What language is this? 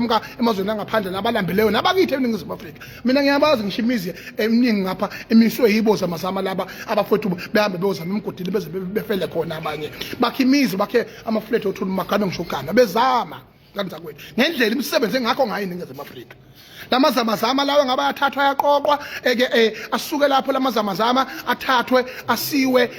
Zulu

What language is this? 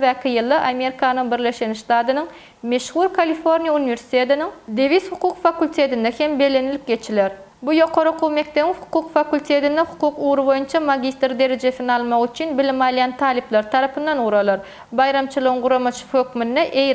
Turkmen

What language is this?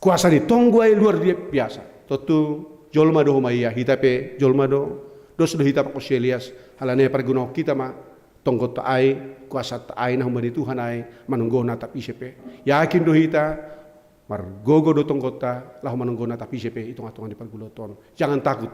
Batak Simalungun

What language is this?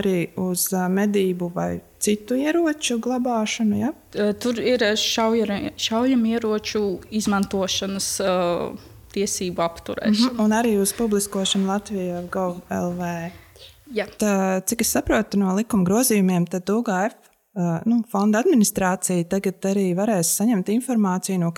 Latvian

